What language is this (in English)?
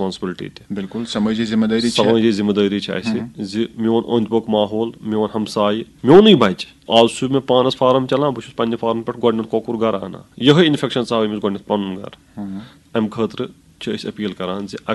Kashmiri